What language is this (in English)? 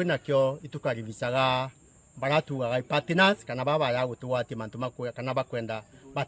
Meru